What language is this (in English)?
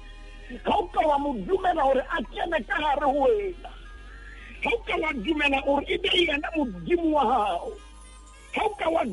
Southern Sotho